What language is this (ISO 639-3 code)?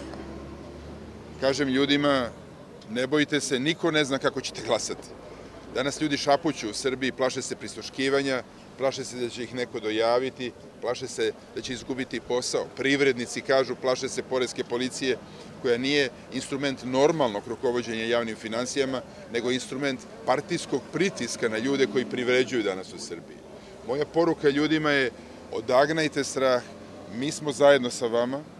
srp